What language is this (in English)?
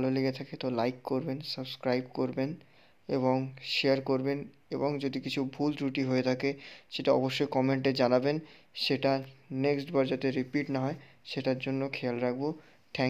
Bangla